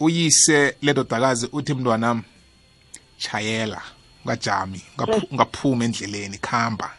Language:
South Ndebele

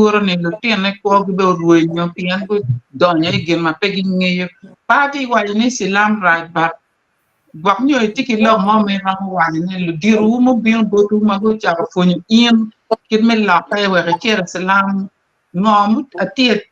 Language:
Acoli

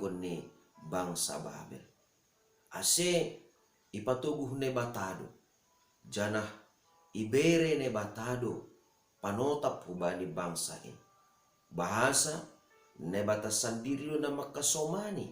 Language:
Batak Simalungun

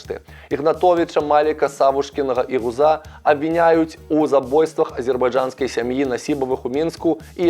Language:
Belarusian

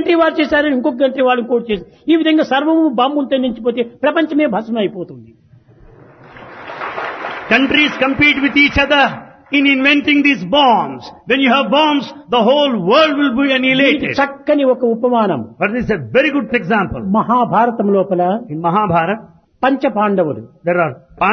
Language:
Telugu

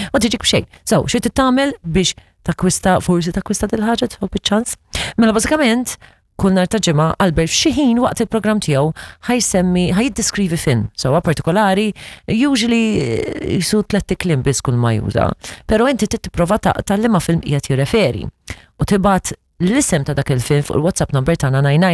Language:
Maltese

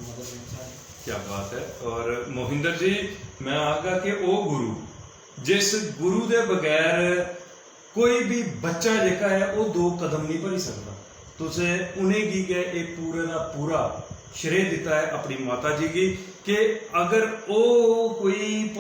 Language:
Dogri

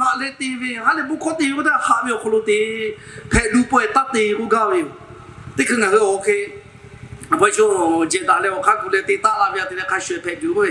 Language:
Lahu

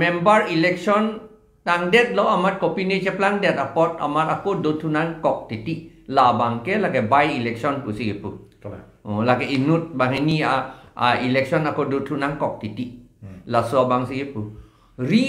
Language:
Karbi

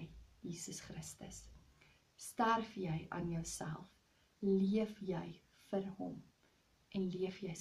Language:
Afrikaans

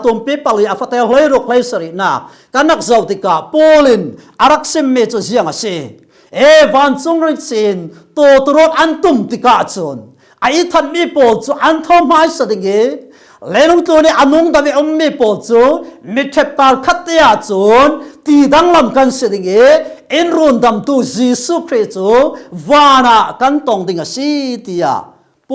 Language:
Falam Chin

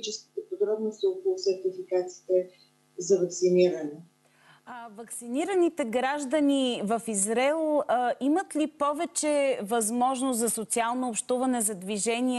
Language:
Bulgarian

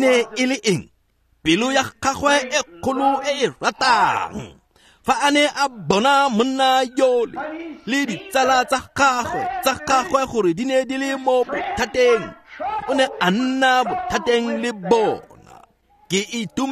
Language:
Tswana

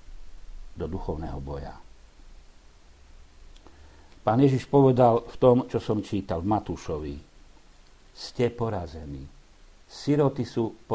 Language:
Slovak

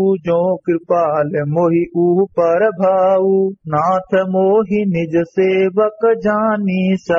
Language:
Awadhi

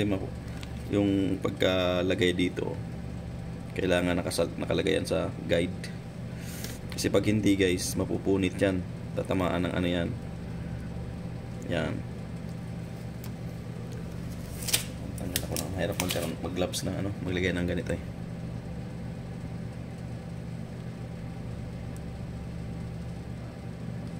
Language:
Filipino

